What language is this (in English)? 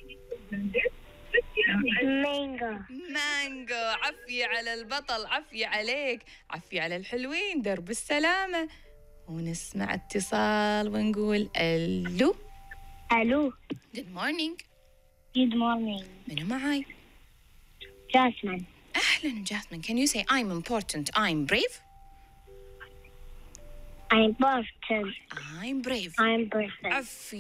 Gulf Arabic